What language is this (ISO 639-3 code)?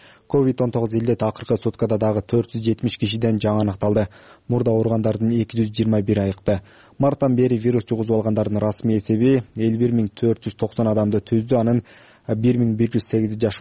kir